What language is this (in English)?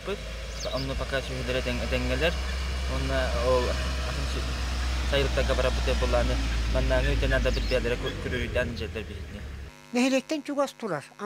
Yakut